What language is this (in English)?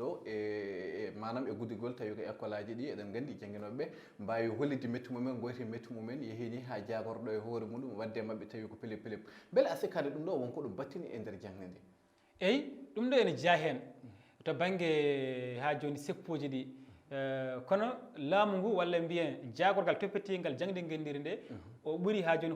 Fula